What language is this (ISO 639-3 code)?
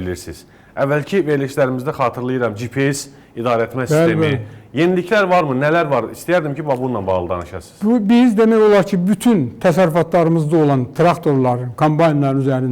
aze